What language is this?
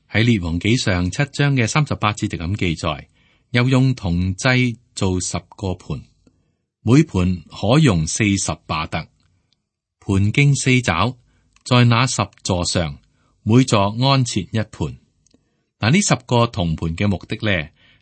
Cantonese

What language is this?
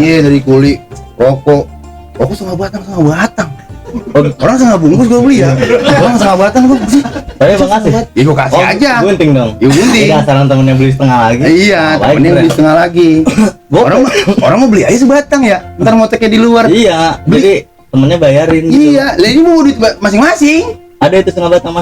Betawi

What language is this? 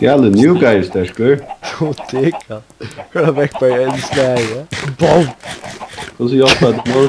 Faroese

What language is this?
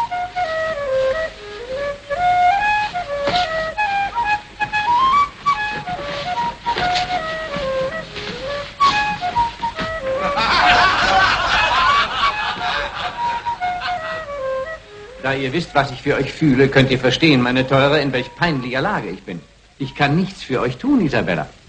German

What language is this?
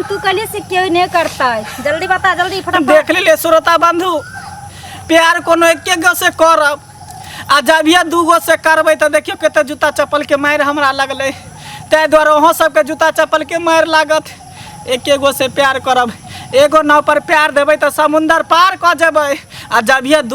Maithili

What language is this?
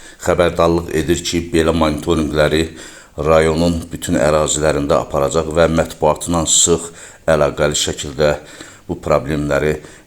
Azerbaijani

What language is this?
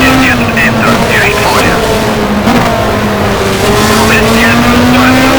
Bavarian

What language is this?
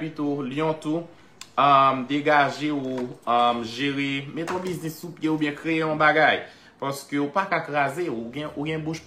Haitian Creole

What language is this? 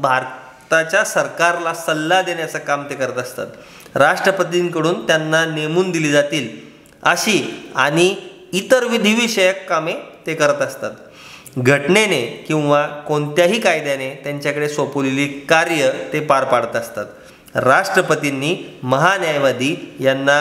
Marathi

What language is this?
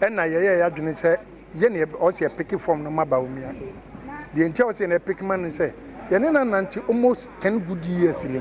Akan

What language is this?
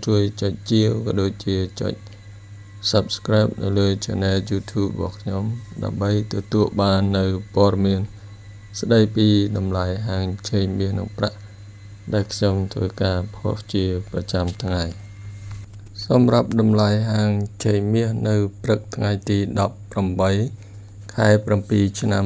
Khmer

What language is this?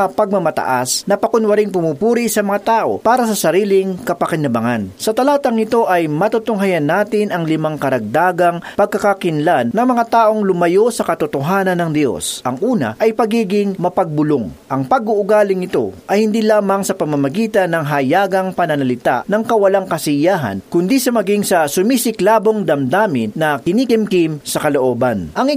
Filipino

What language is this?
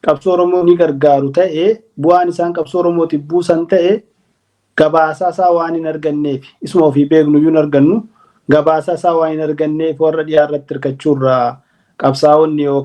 Oromo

